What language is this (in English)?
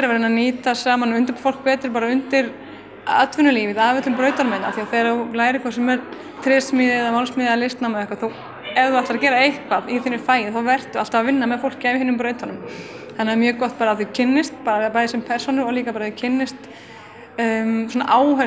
Icelandic